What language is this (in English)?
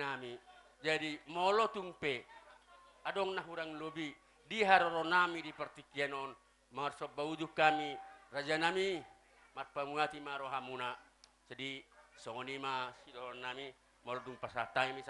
Batak Toba